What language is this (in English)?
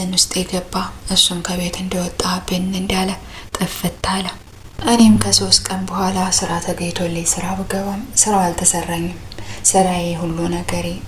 Amharic